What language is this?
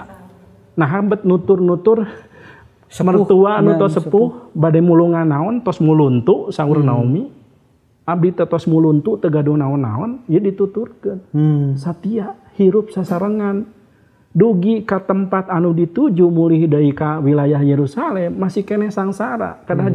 Sundanese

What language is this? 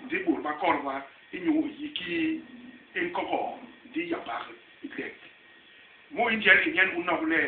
Basaa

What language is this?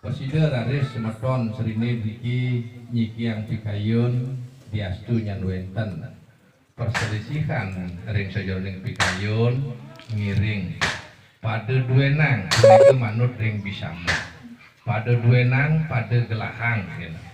Balinese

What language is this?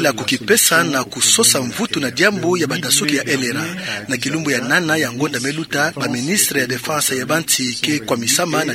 Kituba (Democratic Republic of Congo)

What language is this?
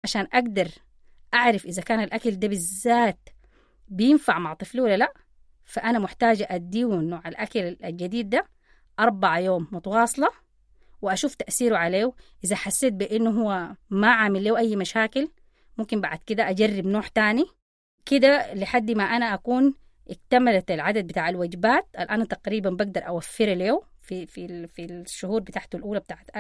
Sudanese Arabic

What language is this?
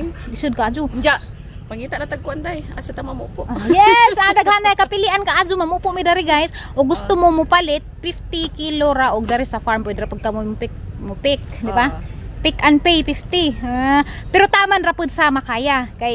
Cebuano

